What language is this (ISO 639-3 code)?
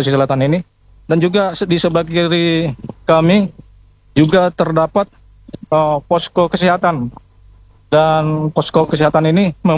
ind